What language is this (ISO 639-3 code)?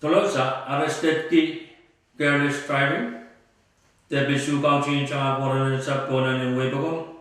pon